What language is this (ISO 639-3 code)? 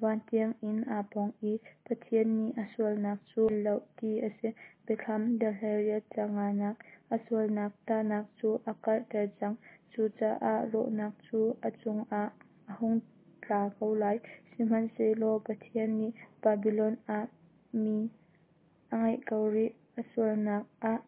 cnh